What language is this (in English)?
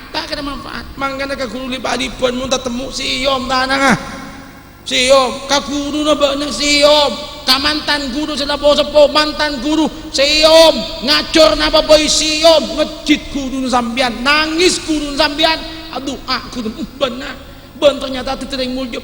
Madurese